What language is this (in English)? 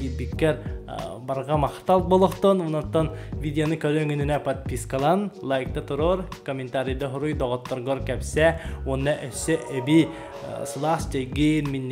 Yakut